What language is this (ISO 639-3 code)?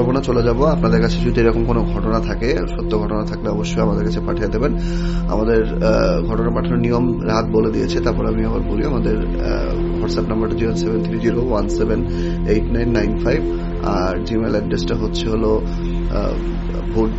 ben